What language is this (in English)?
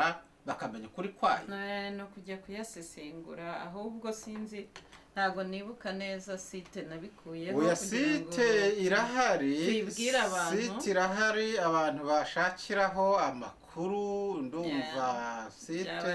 Kinyarwanda